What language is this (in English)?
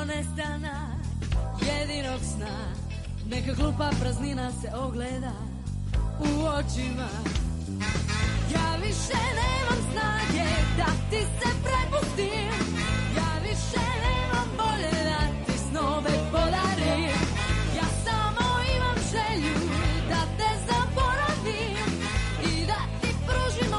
Serbian